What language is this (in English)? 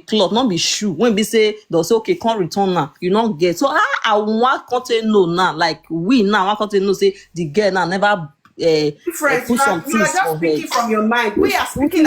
Nigerian Pidgin